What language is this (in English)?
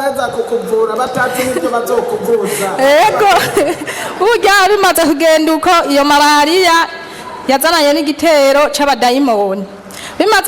Rundi